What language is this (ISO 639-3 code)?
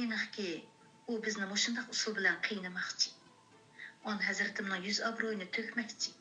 uig